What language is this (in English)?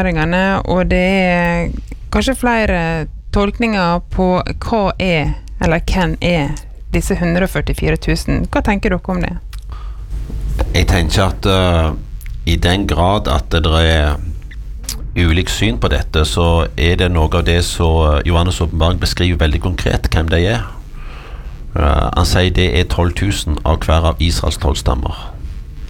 Norwegian